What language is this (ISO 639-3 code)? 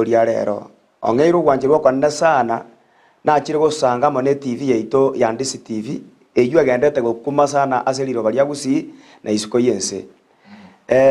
guz